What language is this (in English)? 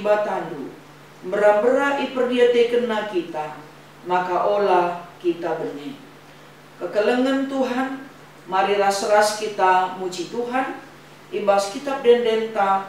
Batak Karo